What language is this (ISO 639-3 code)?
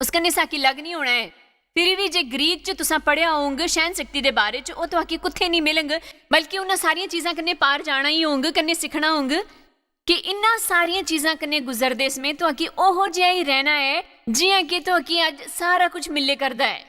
doi